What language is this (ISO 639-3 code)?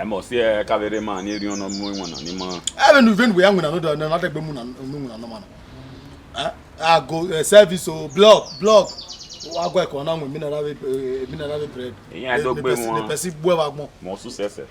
bin